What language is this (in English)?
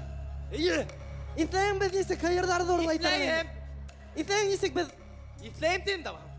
Bashkir